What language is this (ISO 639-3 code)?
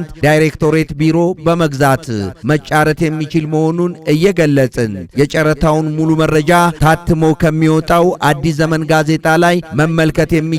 amh